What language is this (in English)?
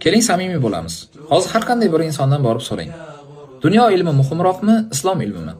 Uzbek